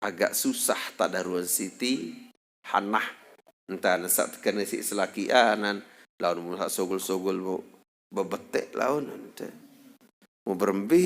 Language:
Sasak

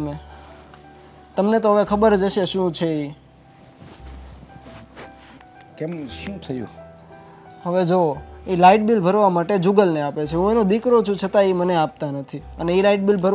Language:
Gujarati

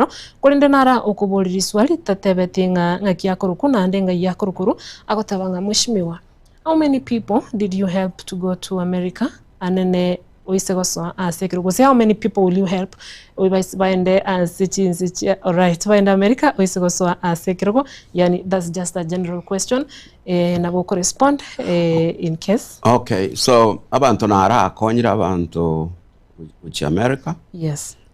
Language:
Gusii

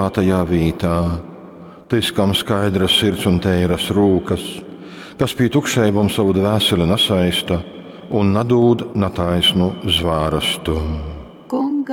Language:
Latgalian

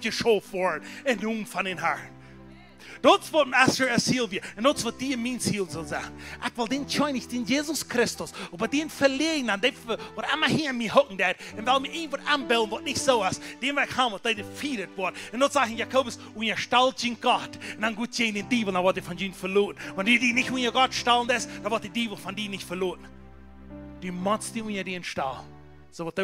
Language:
Plautdietsch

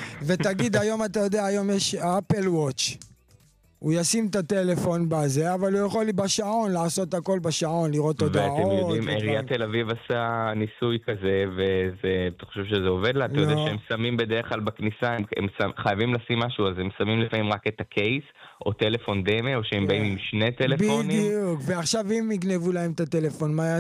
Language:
Hebrew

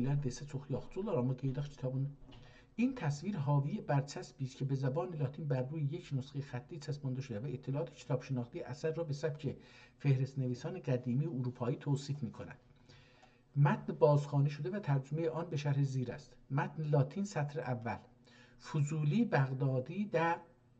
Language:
South Azerbaijani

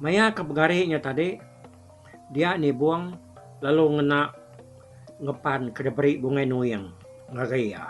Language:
Iban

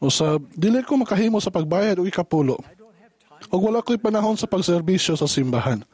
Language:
Cebuano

